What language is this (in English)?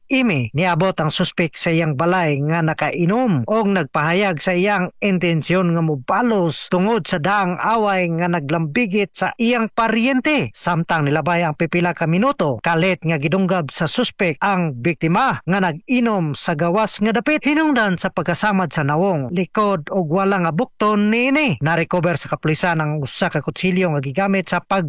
Cebuano